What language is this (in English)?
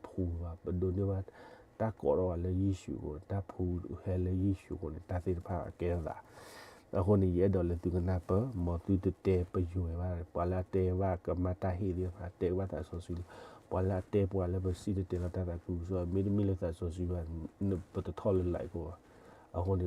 S'gaw Karen